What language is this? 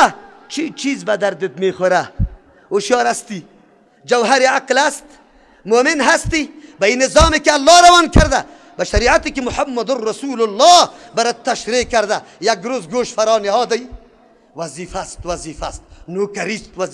Persian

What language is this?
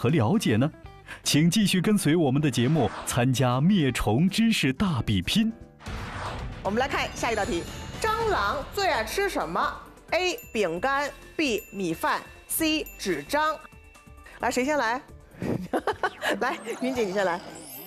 Chinese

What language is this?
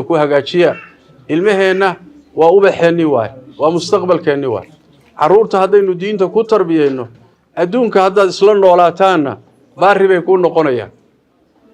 Somali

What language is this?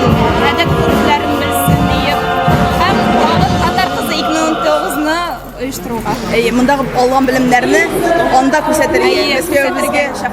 Tatar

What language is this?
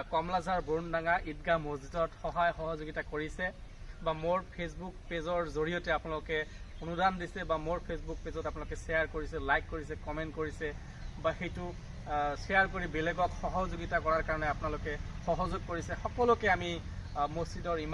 Assamese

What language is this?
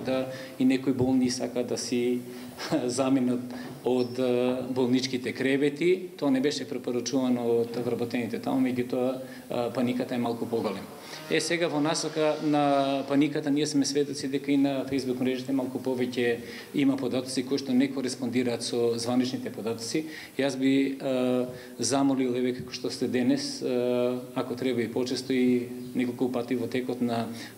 Macedonian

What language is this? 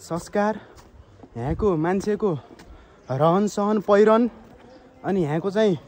Nepali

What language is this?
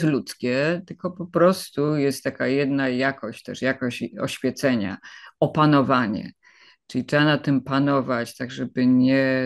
Polish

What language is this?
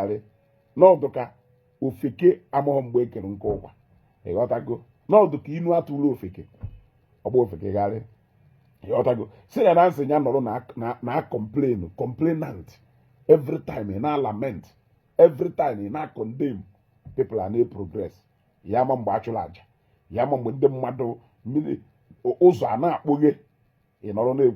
Igbo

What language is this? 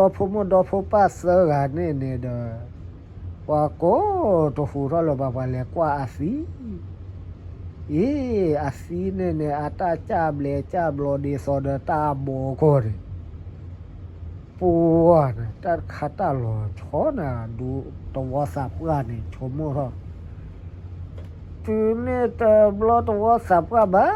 S'gaw Karen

